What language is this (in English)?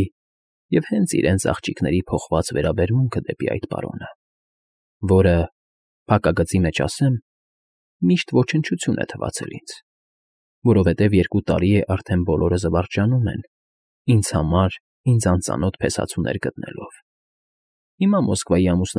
Armenian